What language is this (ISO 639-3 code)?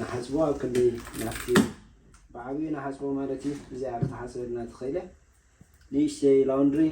tir